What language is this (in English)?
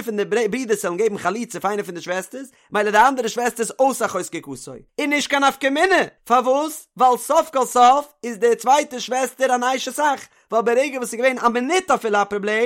Yiddish